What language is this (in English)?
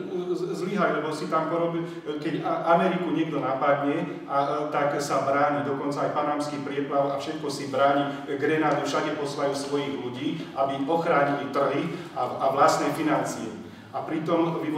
Slovak